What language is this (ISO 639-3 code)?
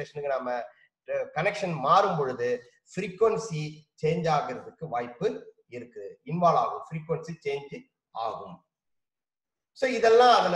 tam